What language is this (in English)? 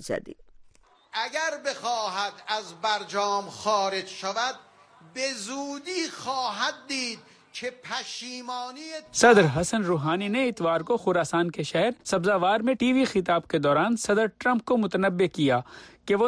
Urdu